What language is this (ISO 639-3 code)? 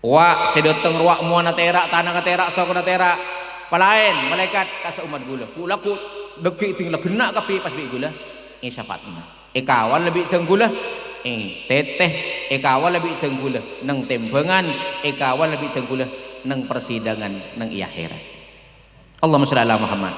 mad